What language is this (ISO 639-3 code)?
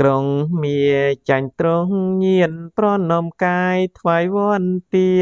khm